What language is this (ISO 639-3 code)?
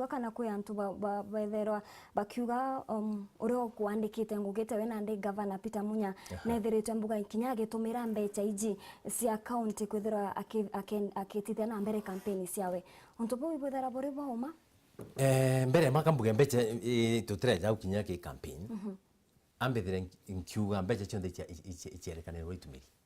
mer